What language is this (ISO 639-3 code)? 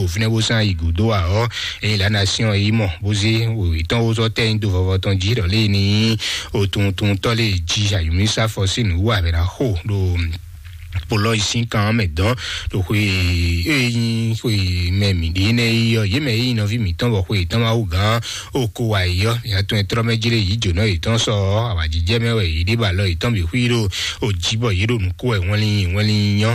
fon